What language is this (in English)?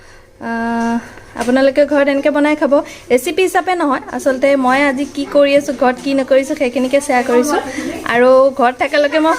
Assamese